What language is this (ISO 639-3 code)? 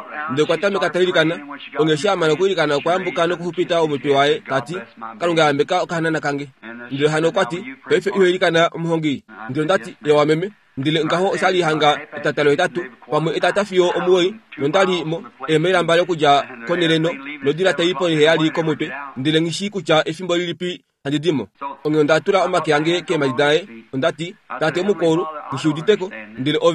kua